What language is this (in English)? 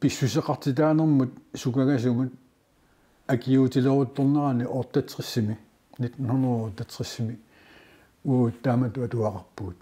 Kalaallisut